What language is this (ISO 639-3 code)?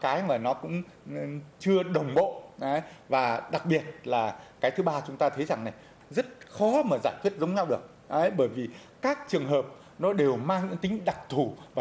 vie